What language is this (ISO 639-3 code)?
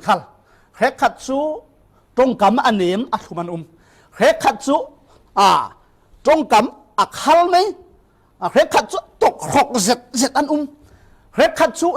cfm